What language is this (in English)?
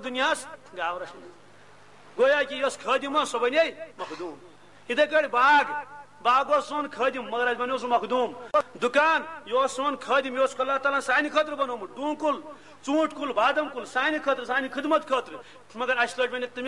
Kashmiri